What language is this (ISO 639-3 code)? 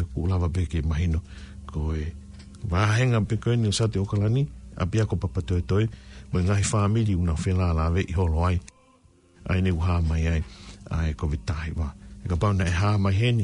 ton